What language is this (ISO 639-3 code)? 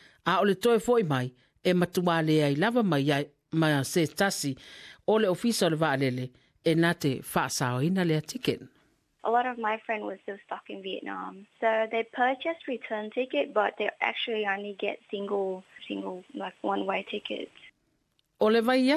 smo